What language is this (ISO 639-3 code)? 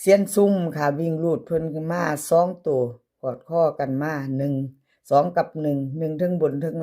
tts